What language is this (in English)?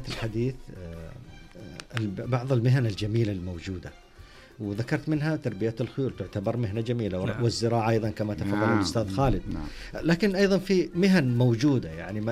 Najdi Arabic